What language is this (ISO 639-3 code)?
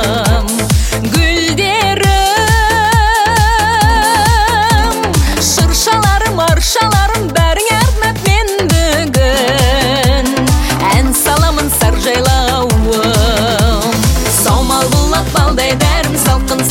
kaz